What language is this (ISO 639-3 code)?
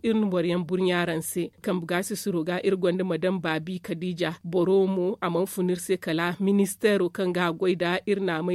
dje